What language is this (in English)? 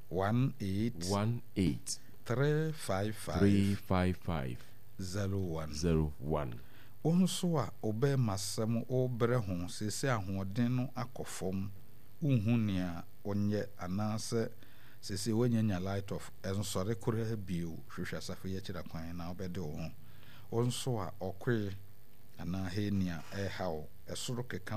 Akan